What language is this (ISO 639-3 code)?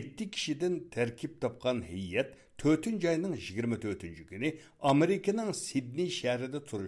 uig